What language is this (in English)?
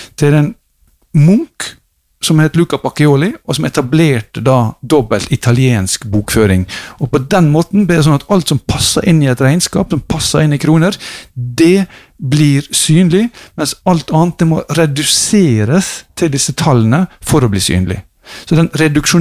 Norwegian